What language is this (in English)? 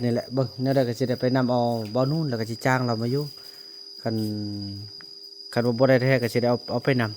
Northeastern Thai